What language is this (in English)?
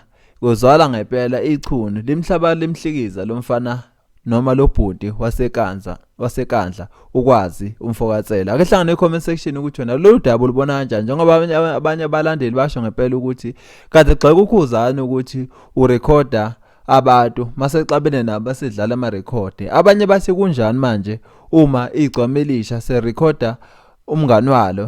Zulu